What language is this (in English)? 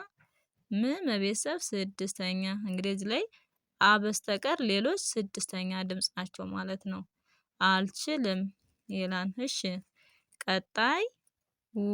Amharic